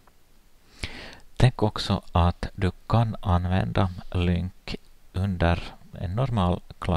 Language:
Swedish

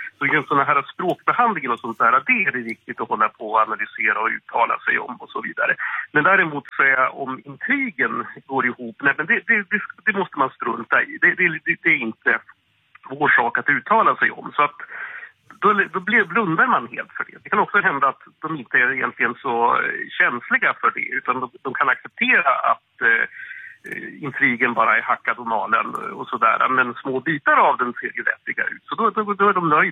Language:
Swedish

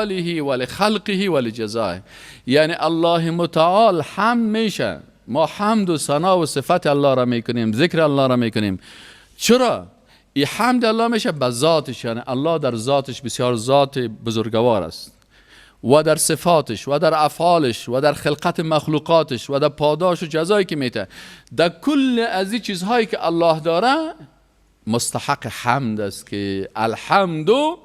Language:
Persian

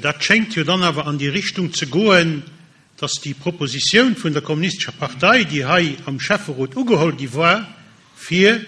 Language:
Luxembourgish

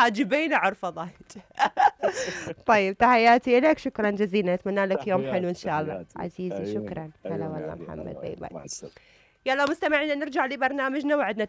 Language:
Mesopotamian Arabic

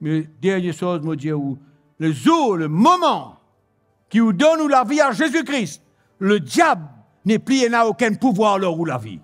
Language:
Morisyen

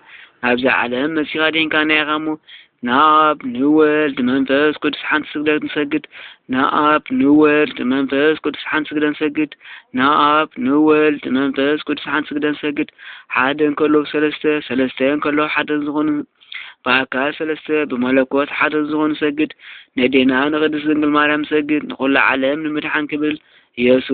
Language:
Tigrinya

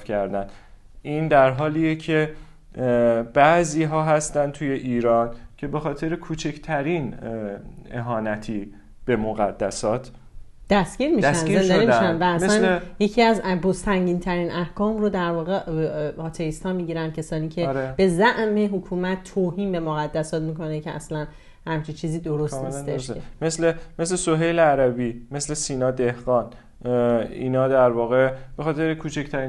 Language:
Persian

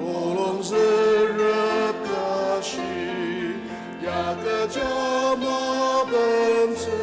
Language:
Ao Naga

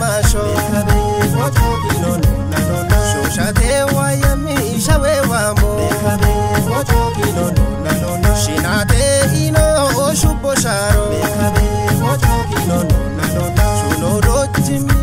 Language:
Kafa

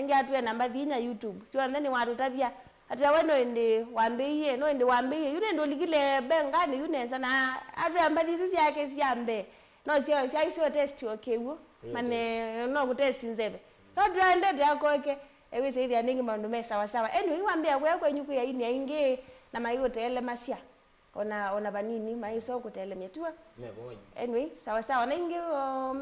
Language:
Kamba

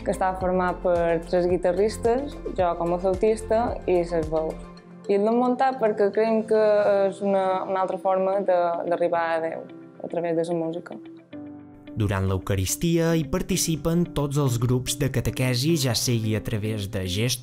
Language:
Catalan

